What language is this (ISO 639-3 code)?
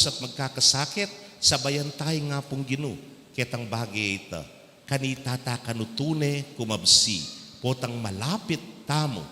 pam